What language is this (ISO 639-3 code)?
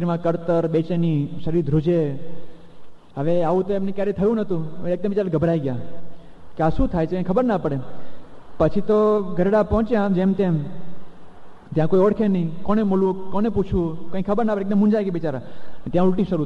guj